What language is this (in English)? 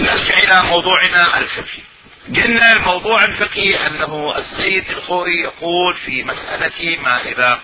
Mesopotamian Arabic